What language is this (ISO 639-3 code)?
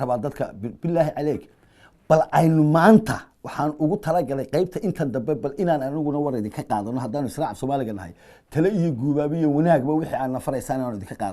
som